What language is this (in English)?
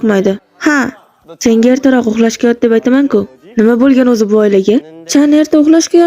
Uzbek